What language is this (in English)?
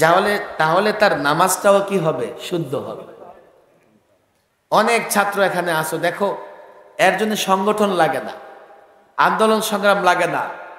Bangla